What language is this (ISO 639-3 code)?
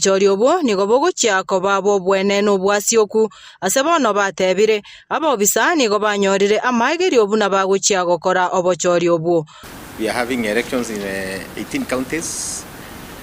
guz